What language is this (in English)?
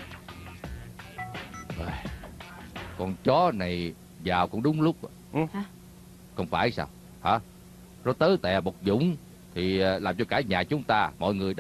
Vietnamese